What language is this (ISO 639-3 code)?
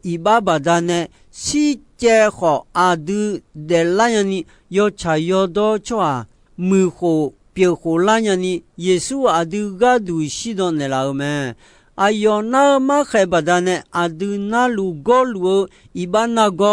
ahk